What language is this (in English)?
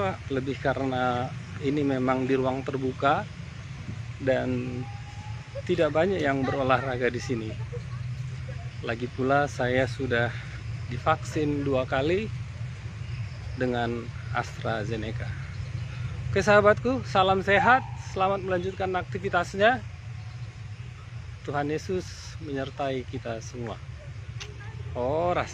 Indonesian